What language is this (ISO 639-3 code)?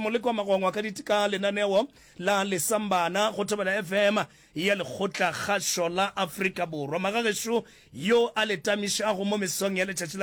nso